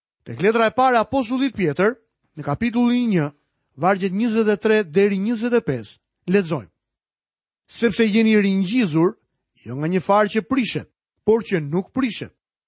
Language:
Albanian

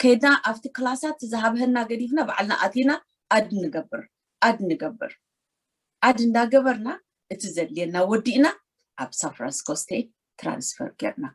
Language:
Tigrinya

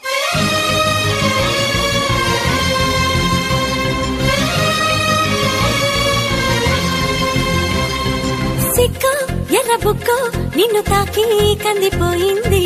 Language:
Telugu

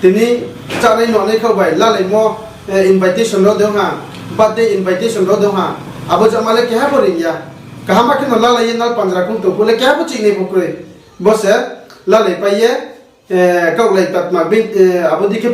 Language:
Riang (India)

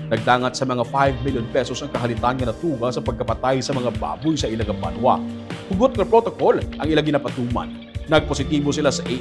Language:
Hiligaynon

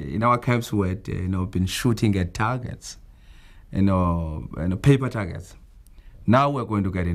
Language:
English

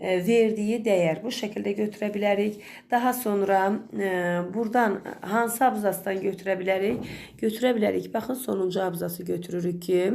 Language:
Azerbaijani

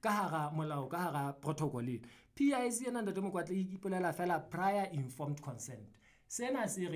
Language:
Southern Sotho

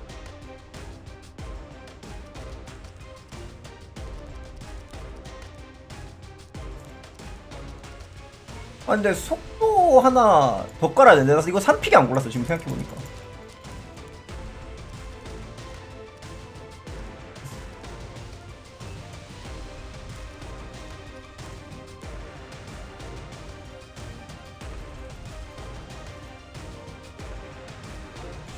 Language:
Korean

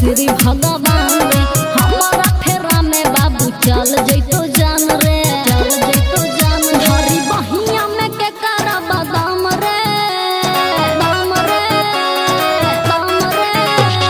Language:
Magahi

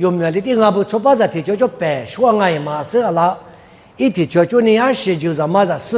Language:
Lisu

